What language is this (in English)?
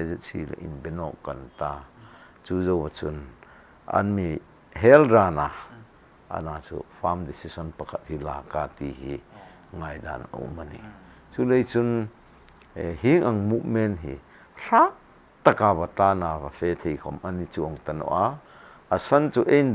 Hmar